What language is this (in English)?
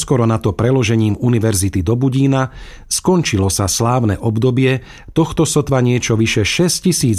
Slovak